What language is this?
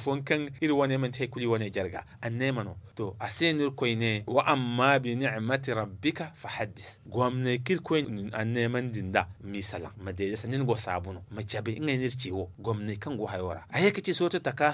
Zarma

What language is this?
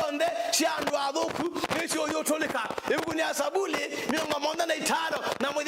Kamba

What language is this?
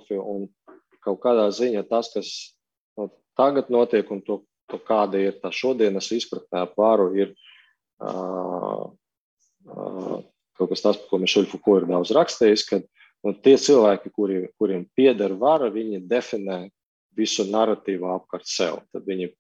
Latvian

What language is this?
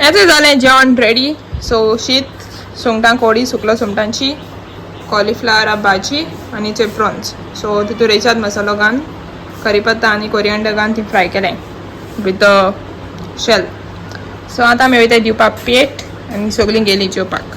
Konkani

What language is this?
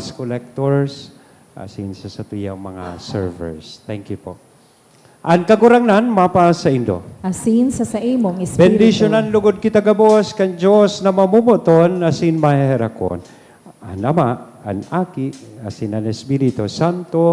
Bikol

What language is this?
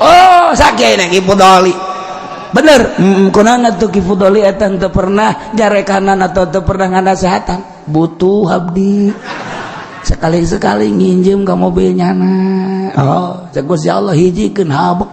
Sundanese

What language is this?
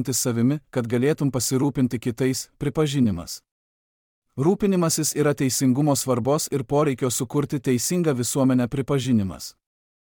Lithuanian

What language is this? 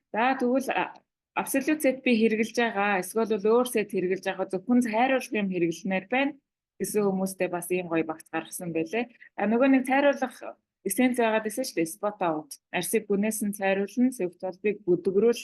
Mongolian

